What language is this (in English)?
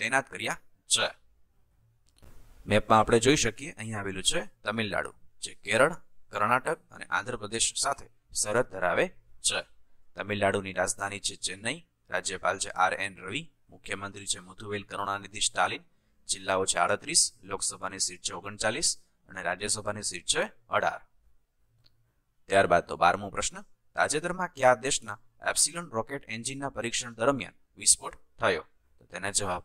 Gujarati